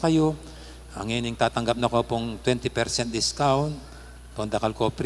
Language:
Pampanga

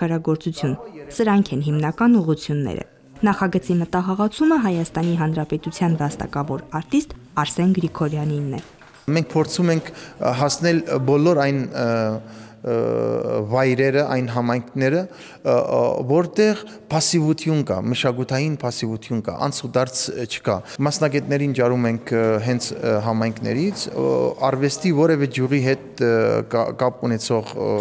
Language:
Armenian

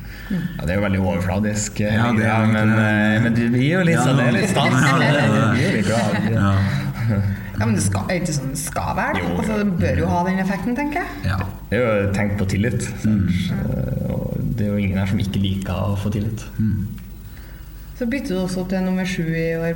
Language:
Norwegian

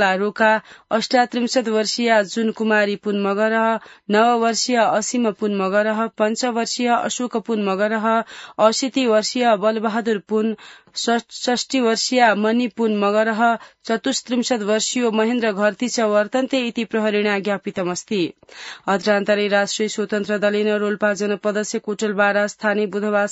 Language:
Sanskrit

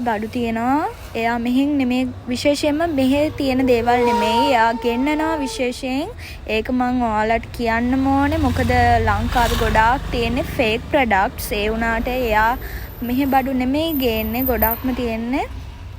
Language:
Sinhala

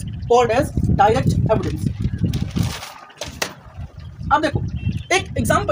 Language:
Hindi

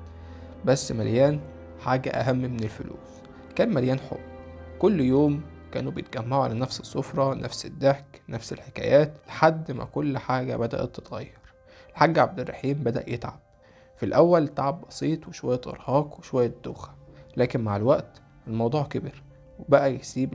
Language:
Egyptian Arabic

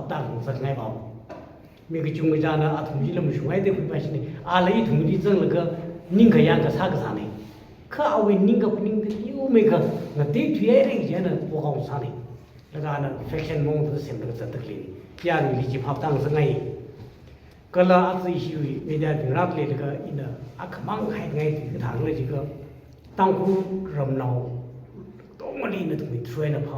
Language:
Tangkhul Naga (India)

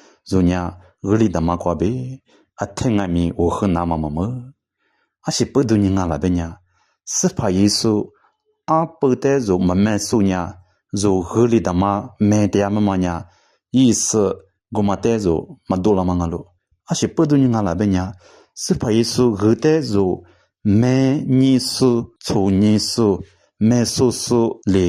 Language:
Lisu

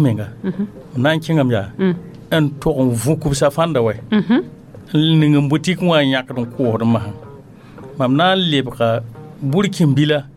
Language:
Mossi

